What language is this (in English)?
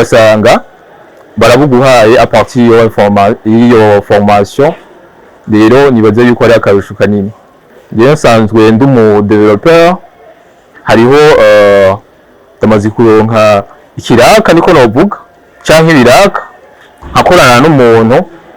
Rundi